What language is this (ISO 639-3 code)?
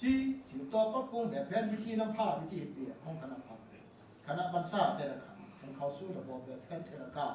lao